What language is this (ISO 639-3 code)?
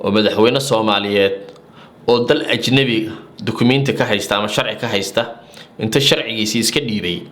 som